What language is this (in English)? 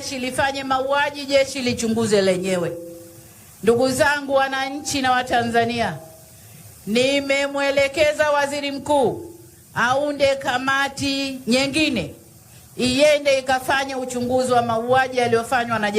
Swahili